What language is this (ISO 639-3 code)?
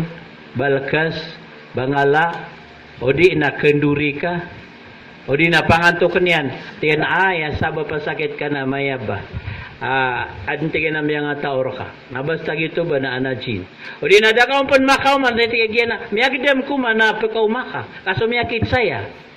mrw